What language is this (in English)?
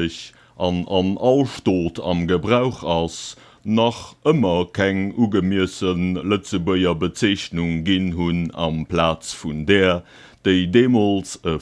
Luxembourgish